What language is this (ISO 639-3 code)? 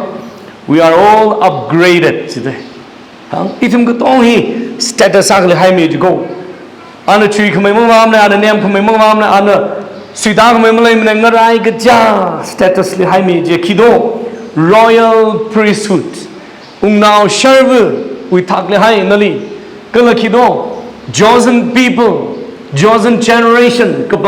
nmf